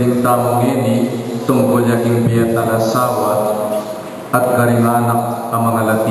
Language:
Pampanga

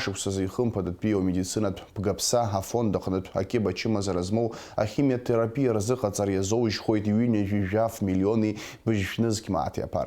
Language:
Abkhazian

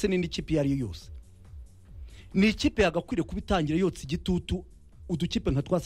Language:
Kinyarwanda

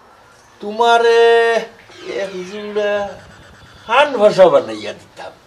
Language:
Sylheti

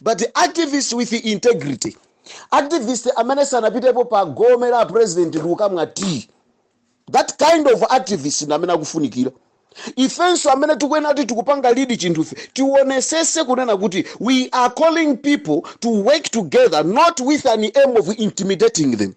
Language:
Nyanja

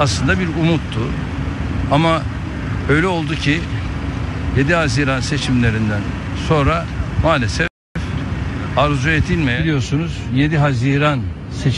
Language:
Turkish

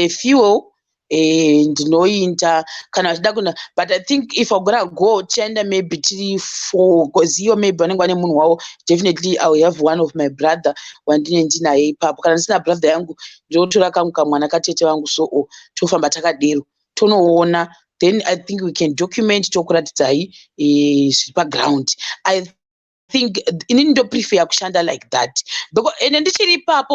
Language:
Shona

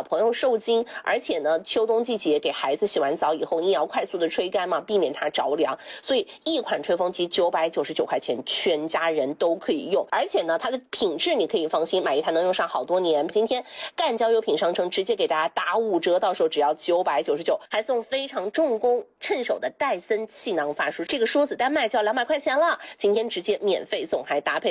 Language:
Chinese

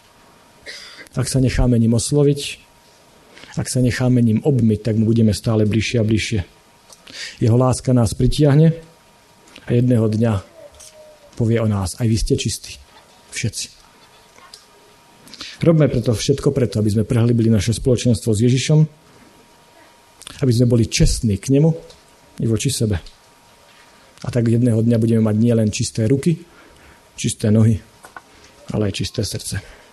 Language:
Slovak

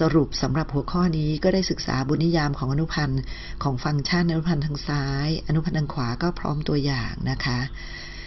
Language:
Thai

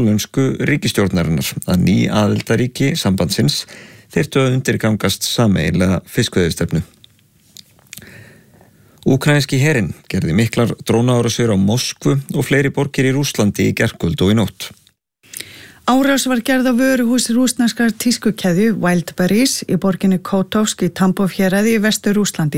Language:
Icelandic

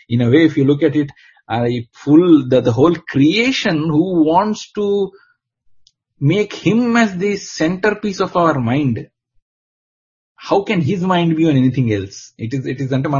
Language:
Telugu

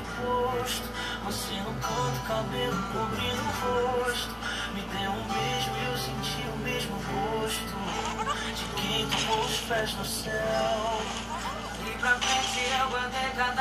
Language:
Portuguese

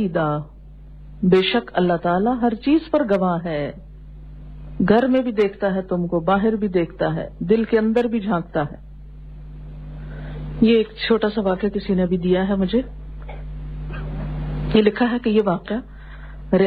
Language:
Urdu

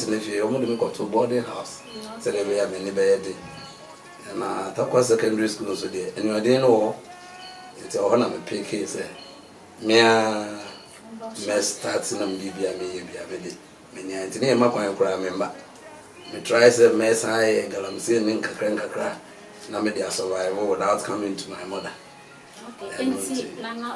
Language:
Akan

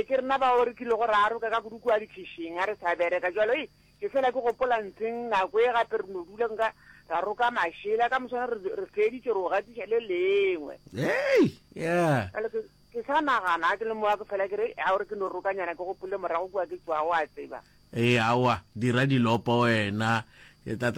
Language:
Northern Sotho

